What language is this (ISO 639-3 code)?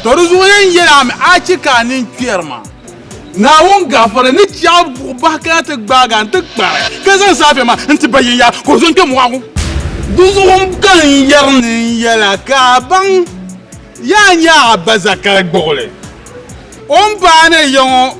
dag